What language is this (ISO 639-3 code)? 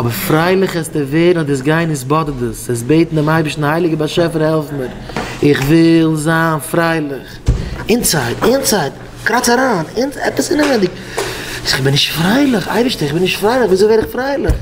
yid